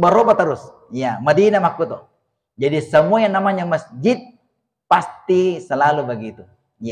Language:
Buginese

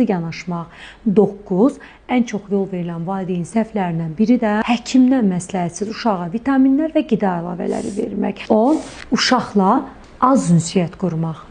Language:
Azerbaijani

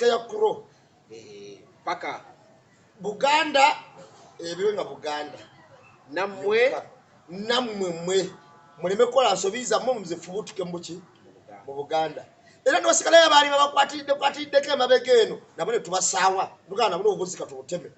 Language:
Ganda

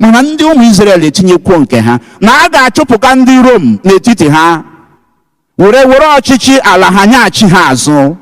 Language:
Igbo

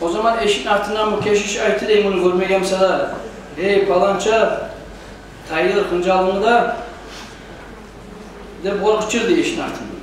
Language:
Kumyk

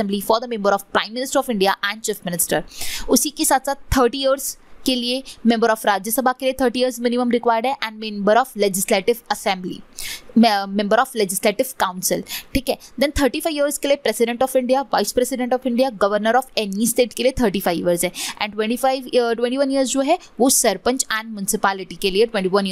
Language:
Hindi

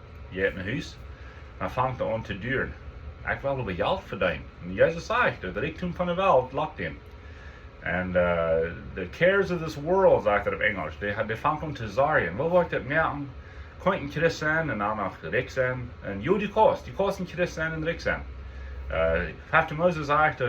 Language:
Plautdietsch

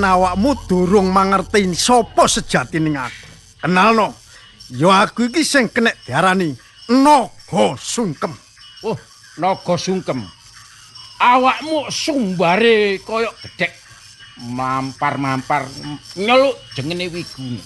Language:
Javanese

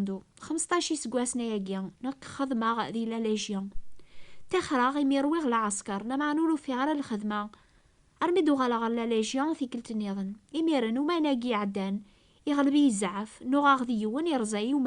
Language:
Kabyle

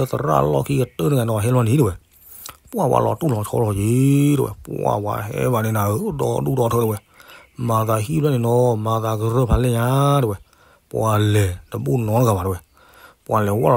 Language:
S'gaw Karen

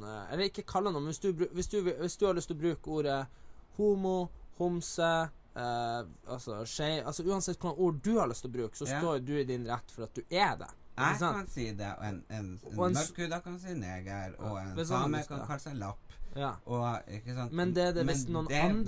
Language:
Norwegian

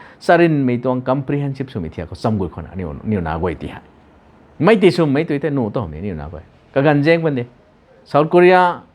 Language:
Rongmei Naga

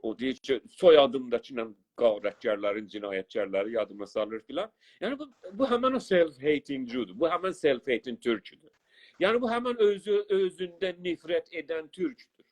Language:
South Azerbaijani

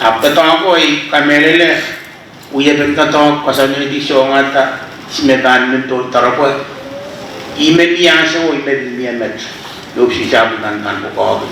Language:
Pohnpeian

